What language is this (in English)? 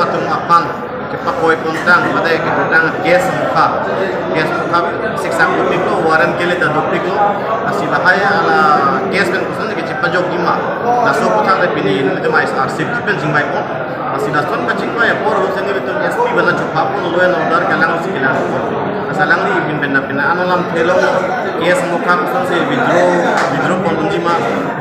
Karbi